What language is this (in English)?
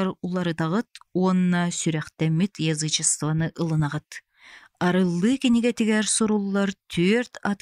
Yakut